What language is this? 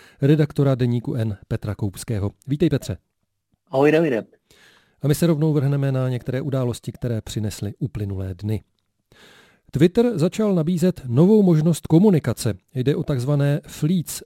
Czech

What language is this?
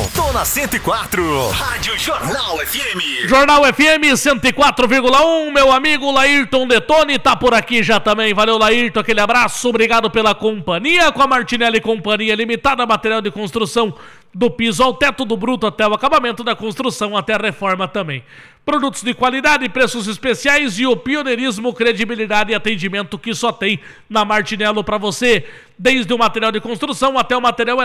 Portuguese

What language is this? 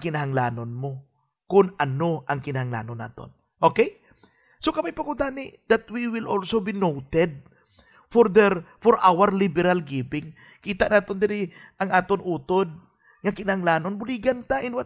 Hiligaynon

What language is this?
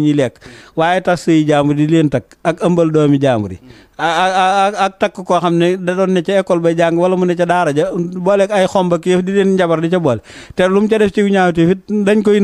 Wolof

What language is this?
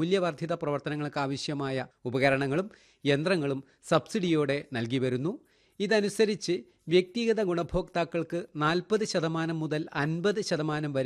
Malayalam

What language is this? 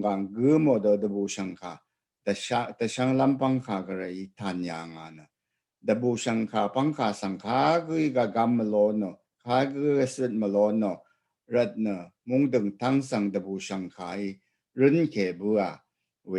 Rawang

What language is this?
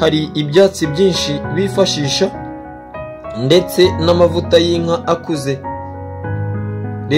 Kinyarwanda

